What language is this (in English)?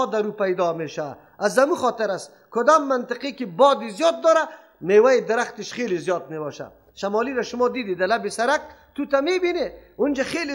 Persian